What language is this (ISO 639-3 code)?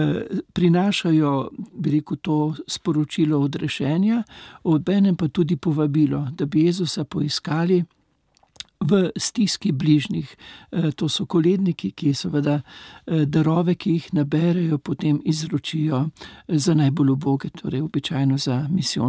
slv